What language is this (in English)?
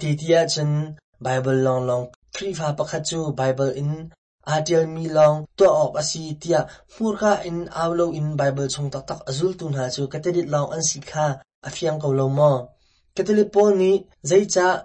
Hakha Chin